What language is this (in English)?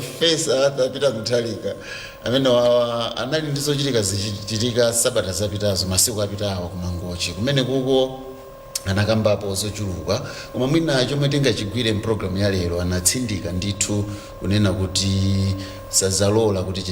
Nyanja